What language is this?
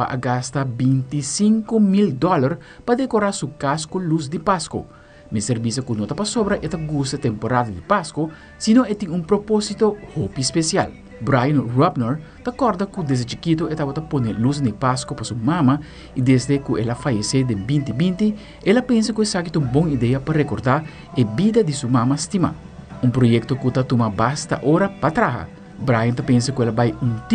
Papiamento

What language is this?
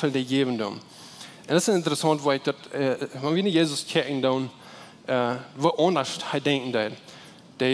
Plautdietsch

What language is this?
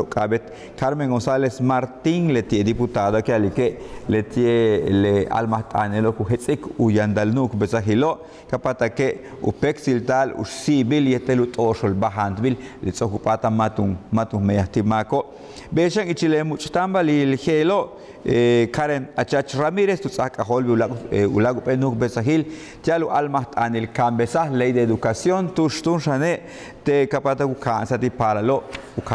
Yucateco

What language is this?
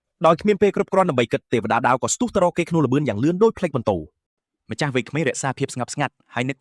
Khmer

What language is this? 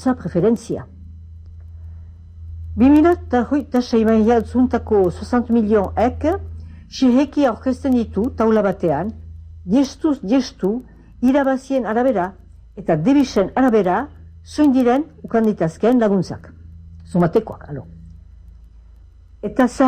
Basque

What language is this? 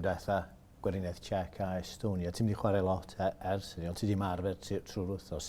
Welsh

